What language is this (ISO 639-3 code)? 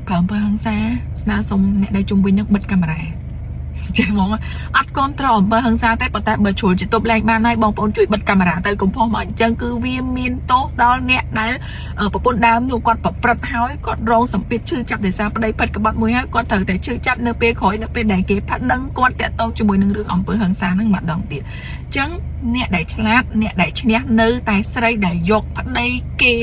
khm